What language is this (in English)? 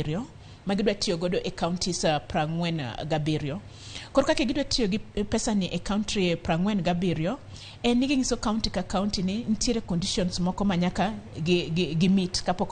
Luo (Kenya and Tanzania)